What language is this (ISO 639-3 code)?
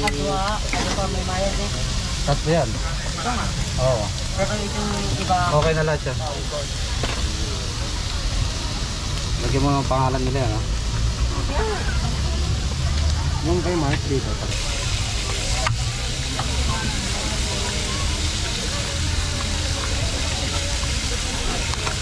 fil